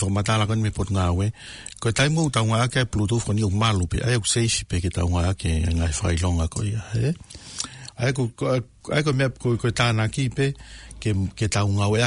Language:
Tongan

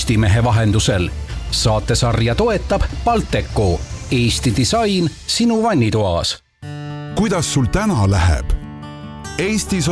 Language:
Estonian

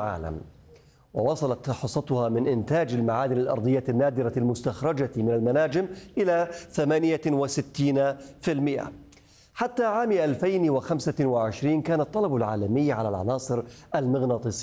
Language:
Arabic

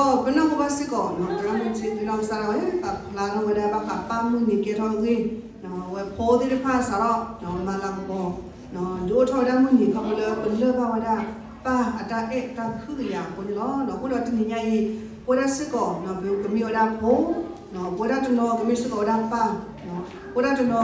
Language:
S'gaw Karen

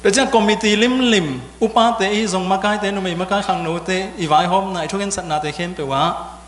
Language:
Tedim Chin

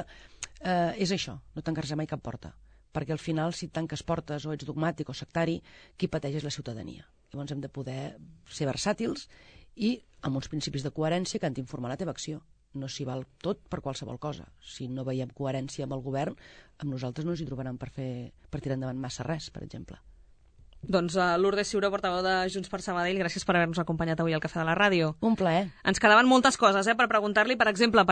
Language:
Catalan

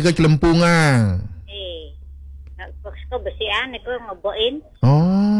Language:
Balinese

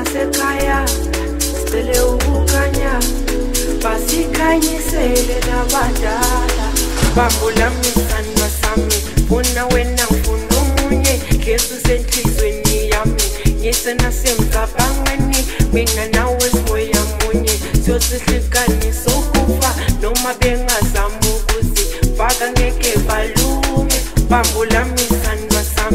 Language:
Zulu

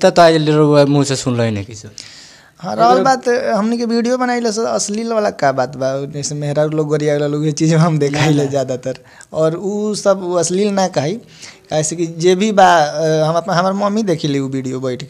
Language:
Bhojpuri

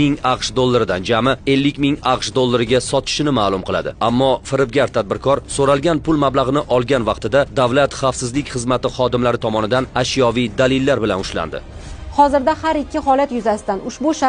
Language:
Uzbek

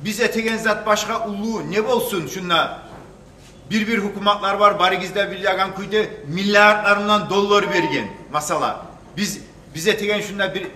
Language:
Kumyk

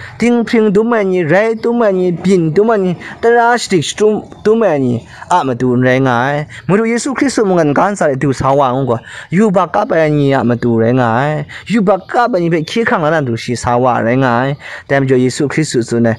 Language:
Kachin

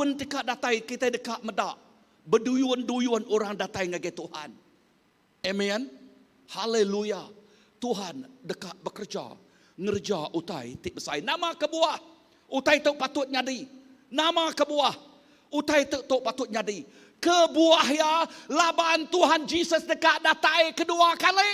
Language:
Iban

